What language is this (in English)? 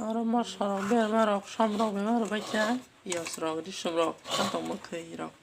Kok Borok